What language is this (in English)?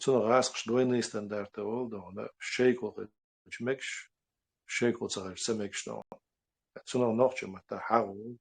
Chechen